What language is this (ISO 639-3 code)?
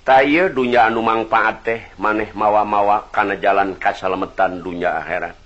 sun